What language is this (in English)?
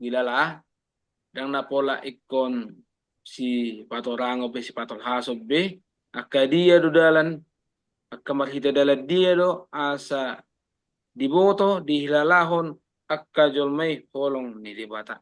Batak Toba